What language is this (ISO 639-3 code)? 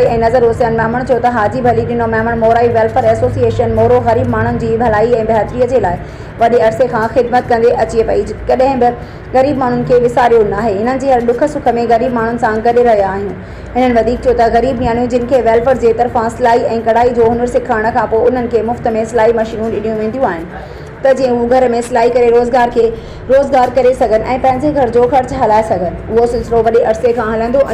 snd